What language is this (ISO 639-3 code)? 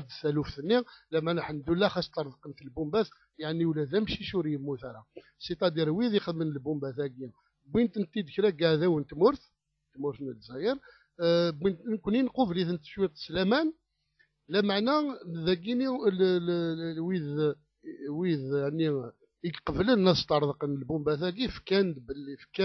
kab